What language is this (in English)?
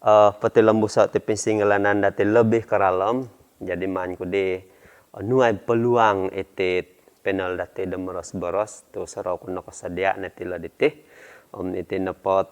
Central Dusun